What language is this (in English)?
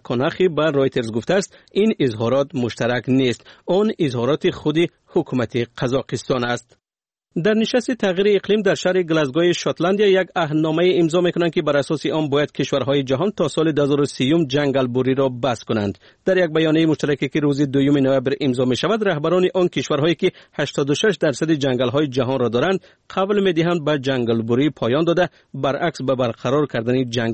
Persian